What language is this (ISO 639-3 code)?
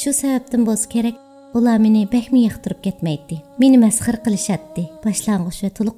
uig